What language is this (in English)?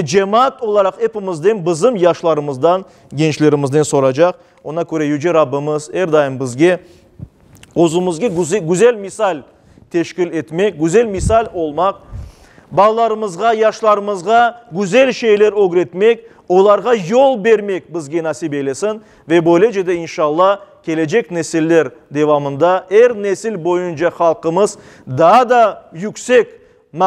Crimean Tatar